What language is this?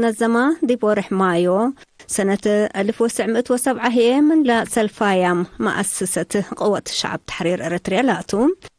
Tigre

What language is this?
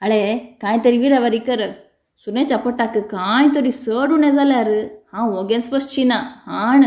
Konkani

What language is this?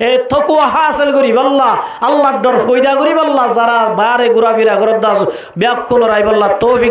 Rohingya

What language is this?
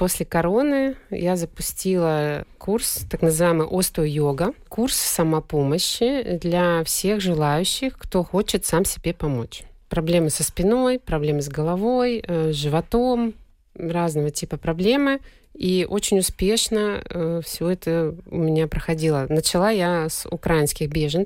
Russian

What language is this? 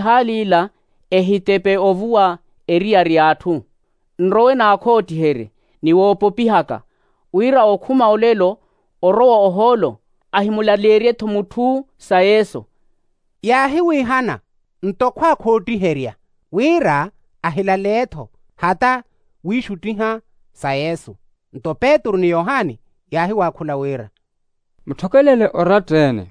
Makhuwa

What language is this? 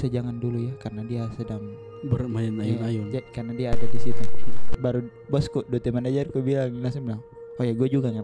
Makassar Malay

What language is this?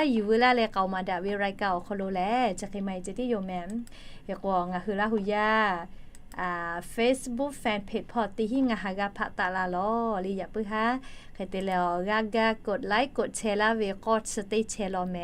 Lahu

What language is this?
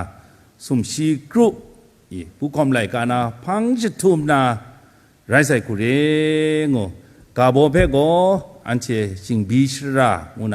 Kachin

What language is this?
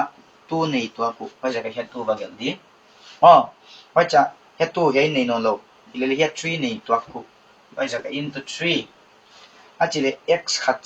Paite Chin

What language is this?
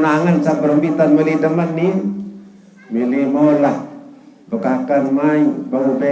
Sasak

